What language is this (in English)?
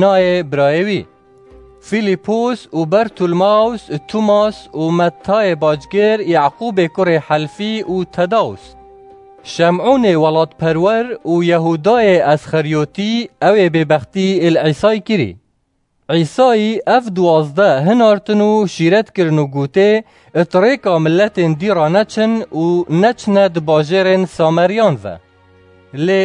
Kurdish